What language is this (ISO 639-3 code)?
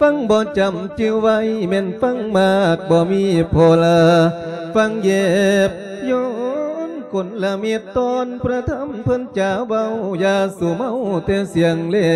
lao